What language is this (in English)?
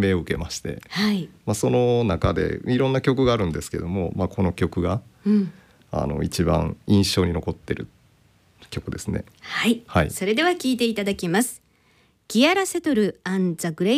Japanese